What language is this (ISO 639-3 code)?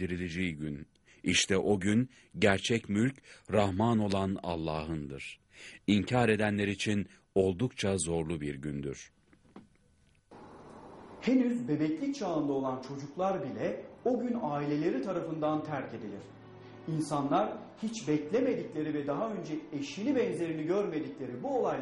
tur